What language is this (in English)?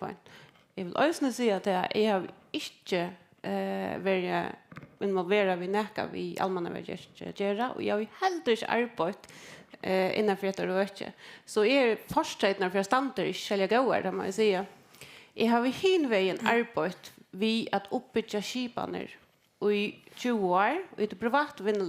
Faroese